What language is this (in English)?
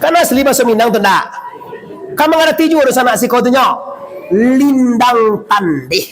Minangkabau